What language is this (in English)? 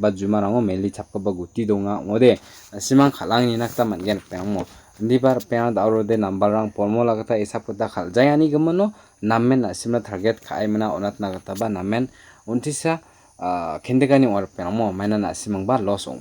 Garo